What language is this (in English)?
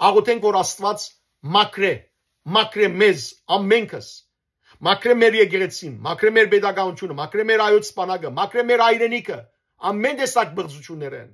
Western Armenian